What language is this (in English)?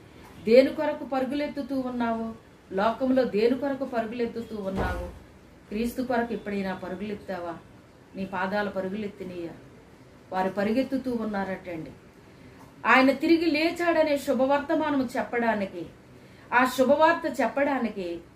Telugu